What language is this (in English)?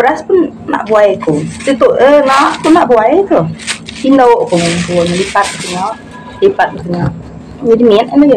Iban